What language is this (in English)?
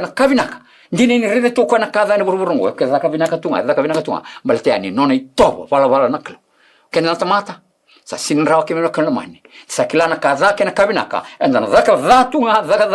Fijian